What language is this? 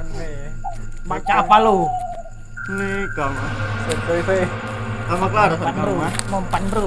Musi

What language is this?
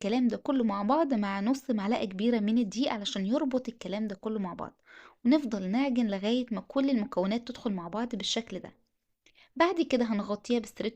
Egyptian Arabic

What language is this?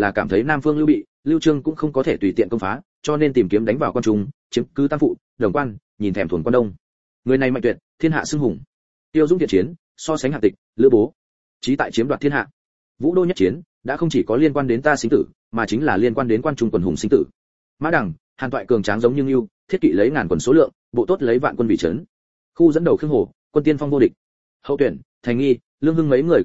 Vietnamese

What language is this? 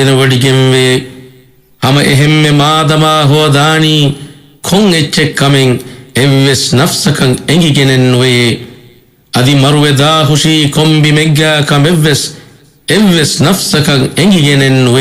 Divehi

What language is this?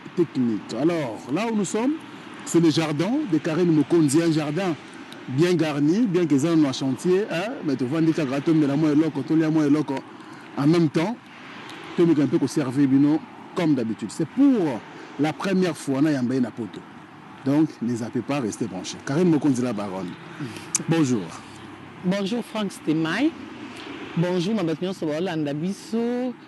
Lingala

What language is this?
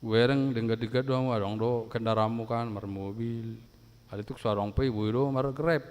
Batak Toba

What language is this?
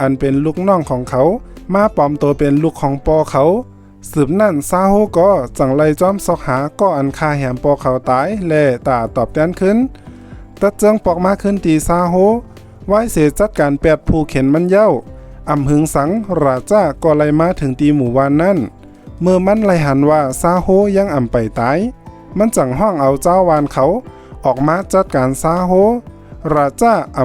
Shan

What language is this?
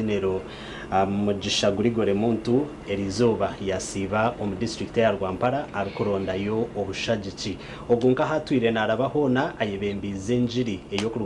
Nyankole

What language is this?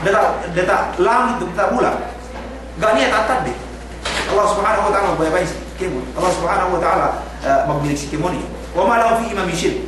Yakan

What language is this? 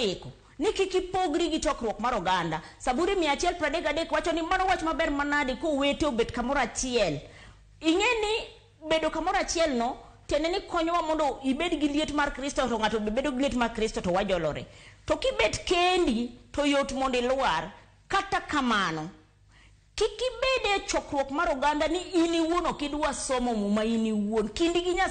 Luo (Kenya and Tanzania)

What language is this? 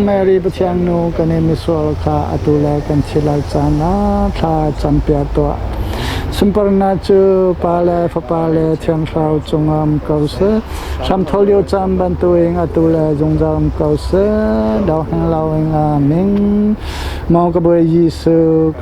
Hakha Chin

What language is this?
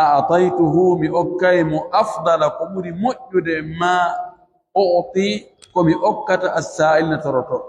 Pular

